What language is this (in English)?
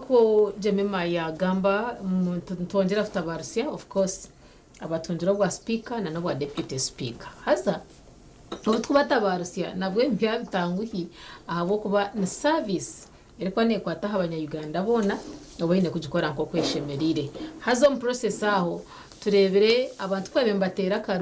Nyankole